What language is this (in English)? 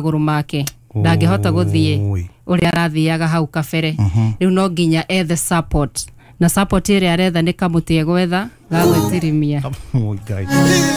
Kikuyu